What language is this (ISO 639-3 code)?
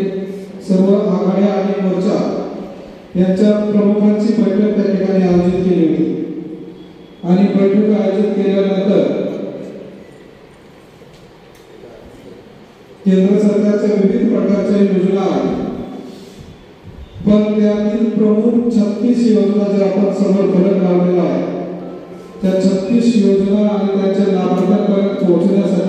mar